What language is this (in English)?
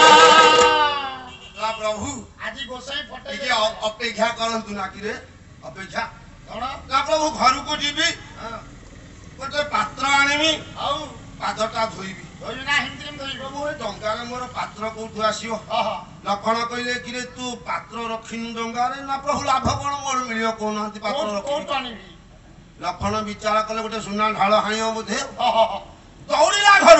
Odia